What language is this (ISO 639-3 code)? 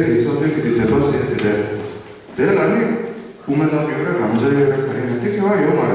bod